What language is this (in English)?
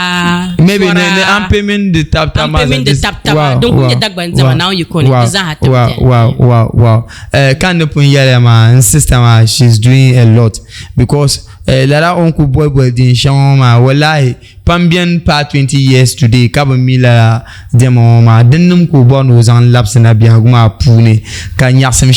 Dagbani